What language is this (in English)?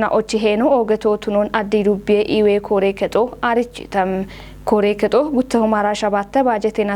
Kafa